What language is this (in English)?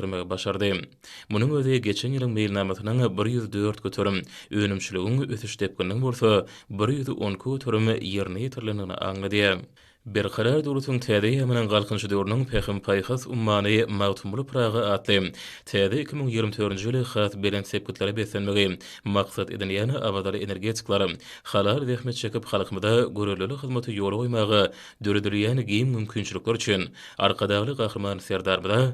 Turkmen